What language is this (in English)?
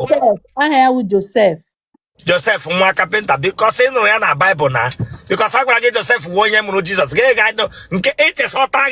Igbo